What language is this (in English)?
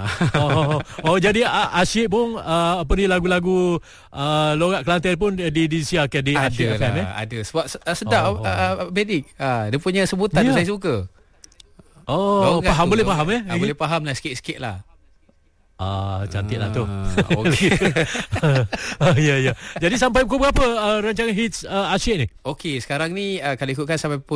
Malay